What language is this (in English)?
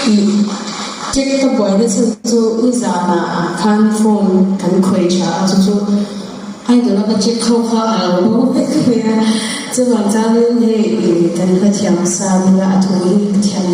Mizo